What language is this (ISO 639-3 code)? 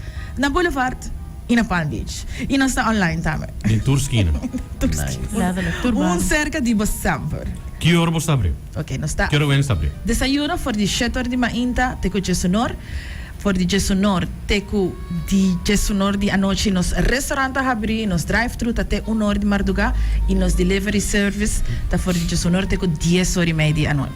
pap